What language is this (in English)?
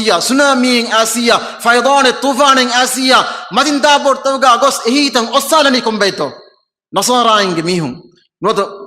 Divehi